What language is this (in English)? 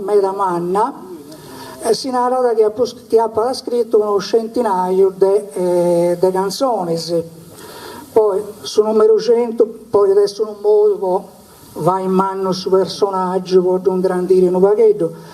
Sardinian